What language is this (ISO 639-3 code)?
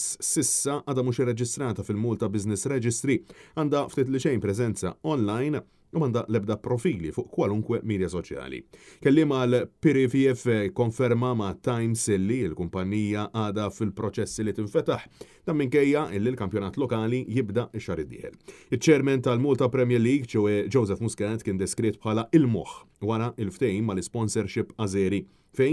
mlt